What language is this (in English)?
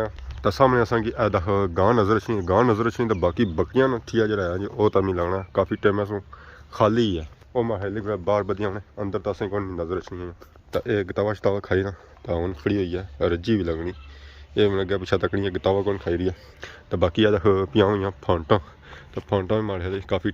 Pahari-Potwari